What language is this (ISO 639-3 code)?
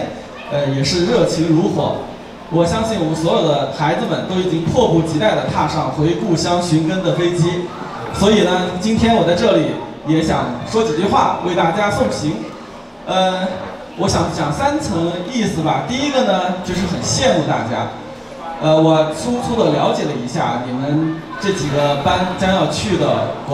zho